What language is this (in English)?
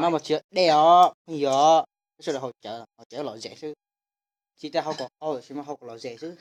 Hmong